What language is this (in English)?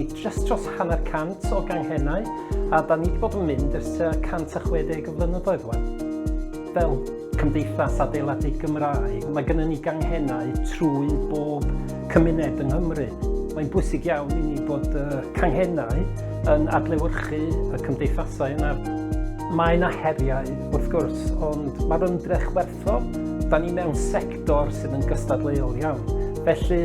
Welsh